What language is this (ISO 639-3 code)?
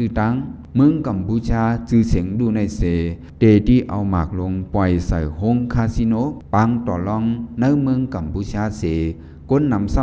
shn